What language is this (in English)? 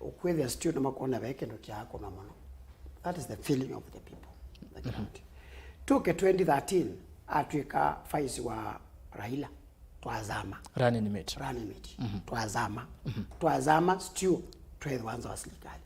Kamba